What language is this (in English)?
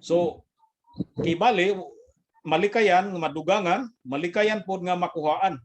Cebuano